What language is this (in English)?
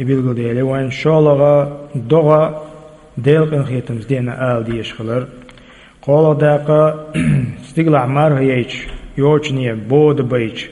Chechen